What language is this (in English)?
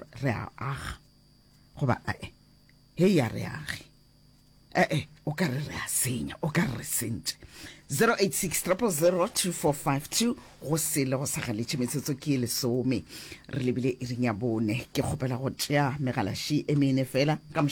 Northern Sotho